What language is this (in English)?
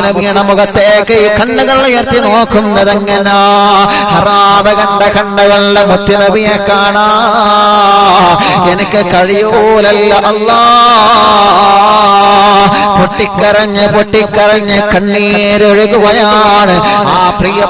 Malayalam